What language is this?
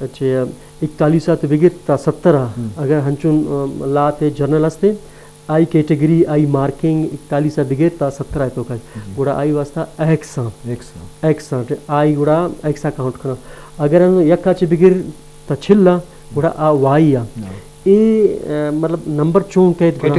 Eastern Balochi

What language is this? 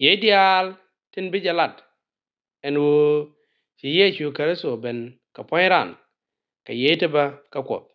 Nuer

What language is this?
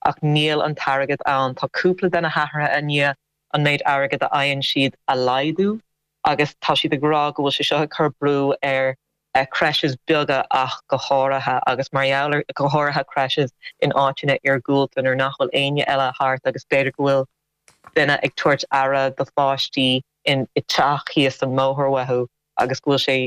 Irish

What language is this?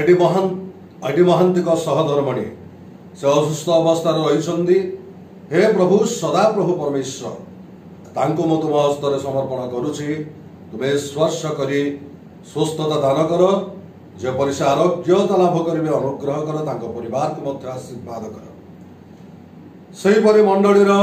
Odia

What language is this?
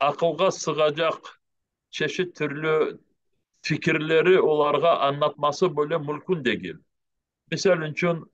Crimean Tatar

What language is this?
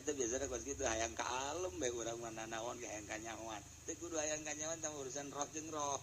Sundanese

